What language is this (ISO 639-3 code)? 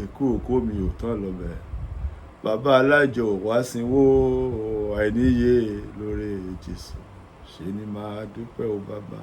yor